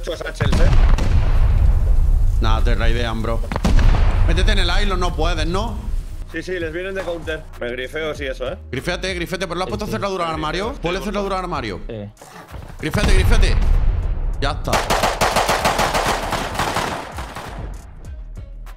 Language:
Spanish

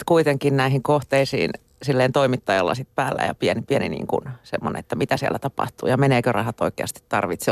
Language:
Finnish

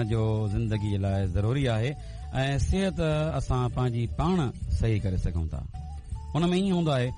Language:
Sindhi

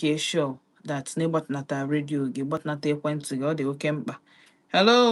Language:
Igbo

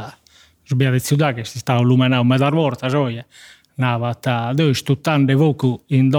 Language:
Sardinian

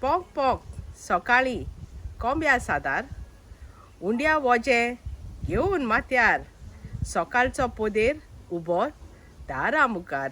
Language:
Konkani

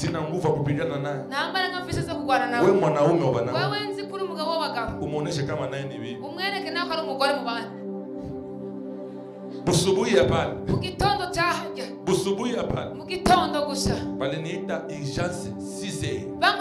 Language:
Kinyarwanda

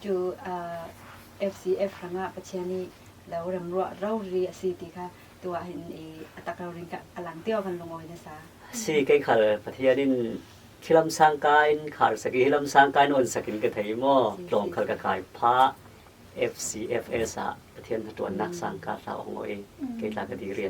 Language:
Falam Chin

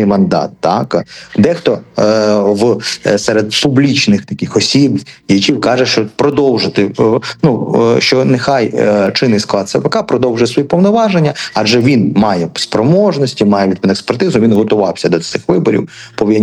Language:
Ukrainian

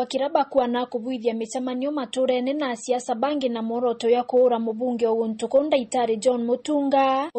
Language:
Meru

